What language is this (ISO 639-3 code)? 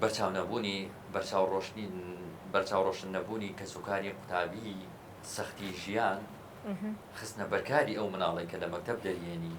ckb